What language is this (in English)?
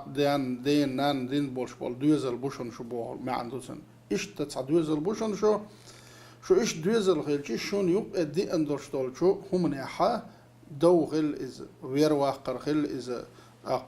Chechen